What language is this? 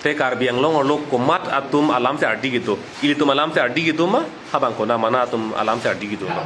Karbi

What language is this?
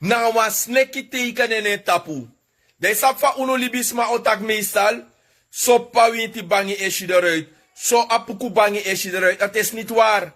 Sranan Tongo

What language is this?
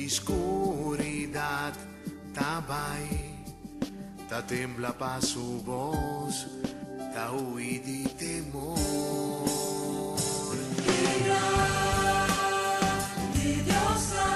Papiamento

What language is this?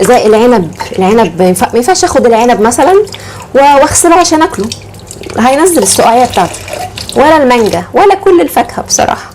Egyptian Arabic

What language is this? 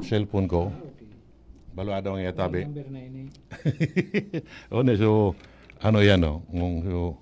Bikol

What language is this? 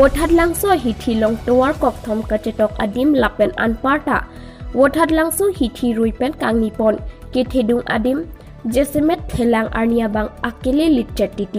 Karbi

